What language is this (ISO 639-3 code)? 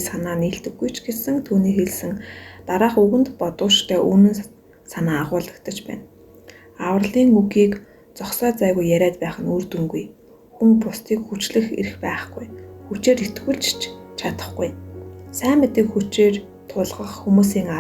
mon